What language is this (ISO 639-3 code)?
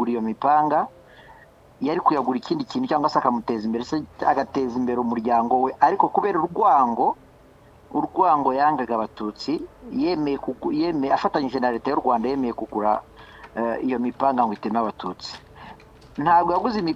kin